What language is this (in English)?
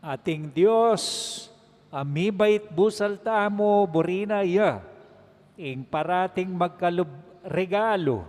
Pampanga